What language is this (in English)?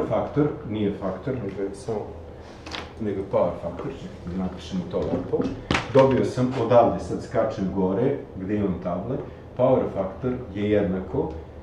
Serbian